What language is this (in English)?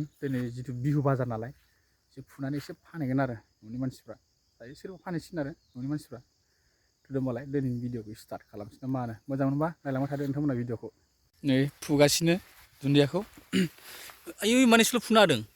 Bodo